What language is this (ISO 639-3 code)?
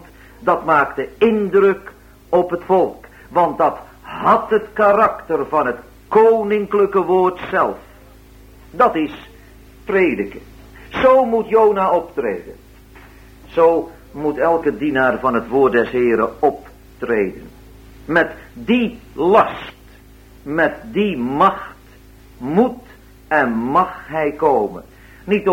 nld